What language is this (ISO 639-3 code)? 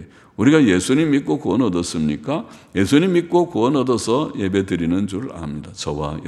kor